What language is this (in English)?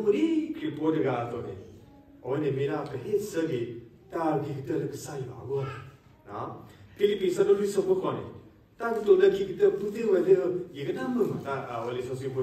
S'gaw Karen